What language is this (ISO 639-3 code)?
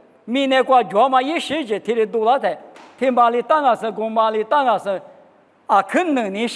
lis